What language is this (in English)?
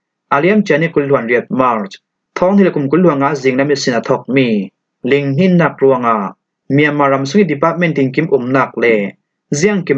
Falam Chin